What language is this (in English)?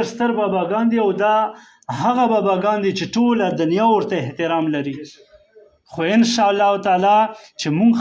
Pashto